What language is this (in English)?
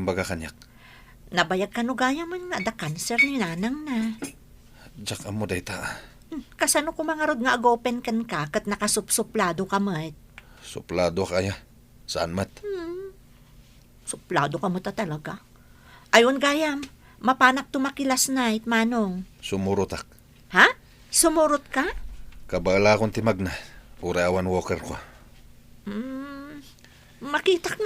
Iloko